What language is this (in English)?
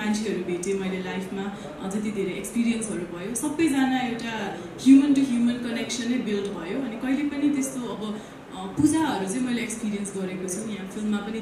Nepali